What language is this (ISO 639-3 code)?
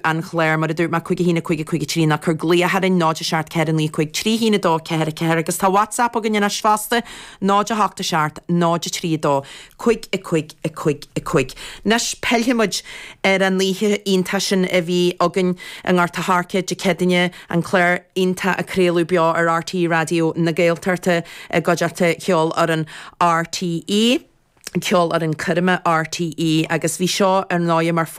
gle